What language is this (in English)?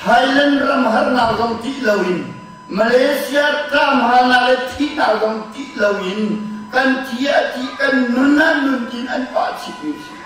Hakha Chin